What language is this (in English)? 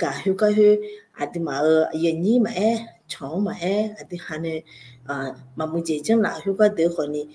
Akha